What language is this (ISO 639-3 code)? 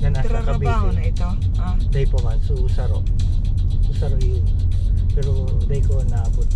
bik